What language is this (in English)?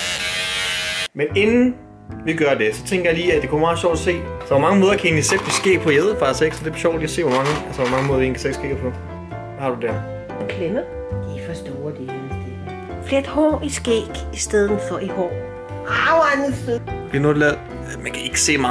Danish